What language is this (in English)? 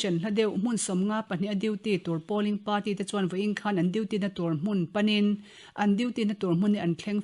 Mizo